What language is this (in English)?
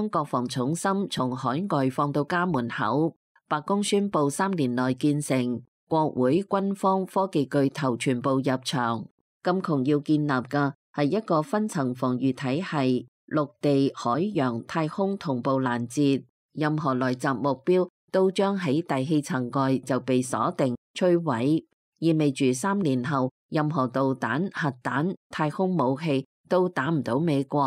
Cantonese